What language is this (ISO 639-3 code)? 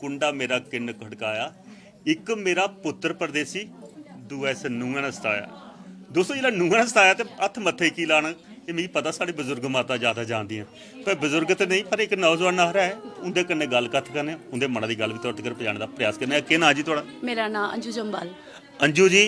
doi